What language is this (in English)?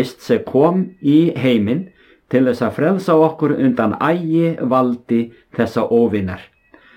Icelandic